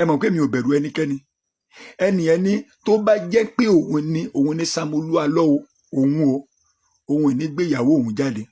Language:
Yoruba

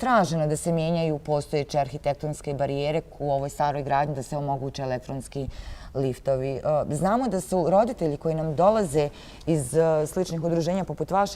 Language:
Bosnian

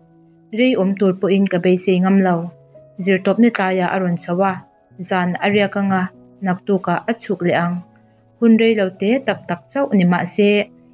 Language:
Mizo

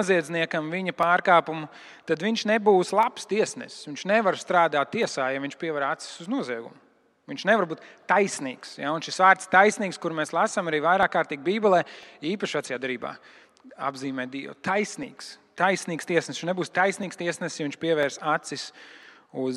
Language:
Latvian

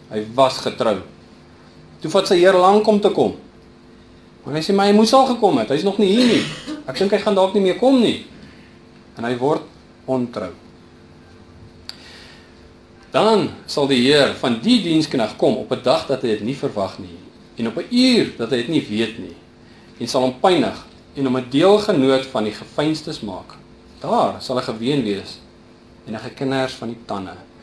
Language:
Afrikaans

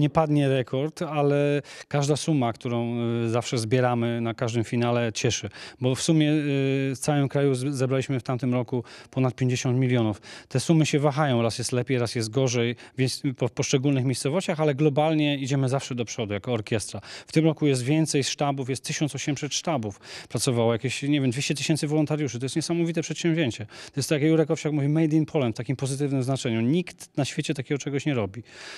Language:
Polish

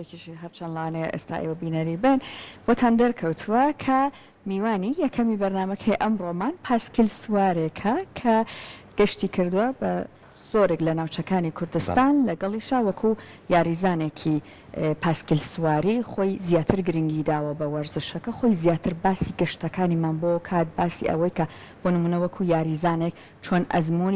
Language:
Central Kurdish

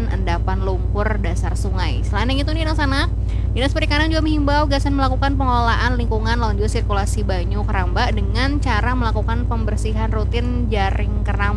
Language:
Banjar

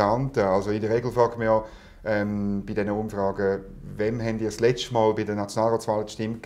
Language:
German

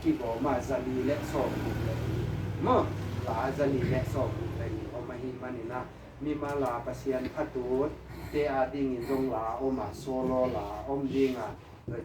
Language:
Tedim Chin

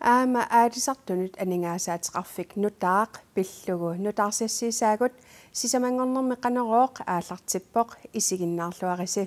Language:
Kalaallisut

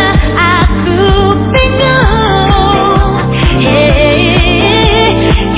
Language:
Indonesian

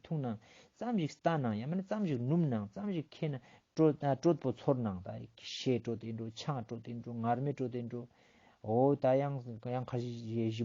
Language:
Ladakhi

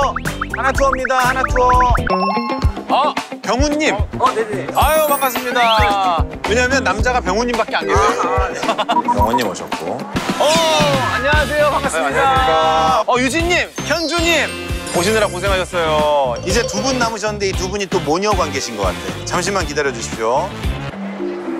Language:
Korean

